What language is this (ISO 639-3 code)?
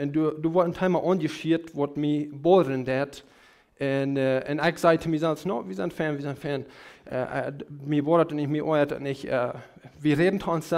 pdt